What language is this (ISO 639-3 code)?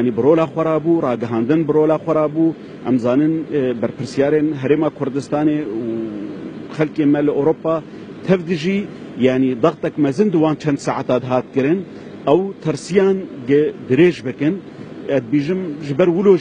kur